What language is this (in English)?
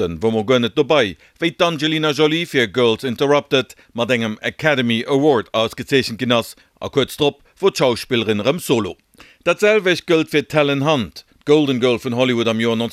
Luxembourgish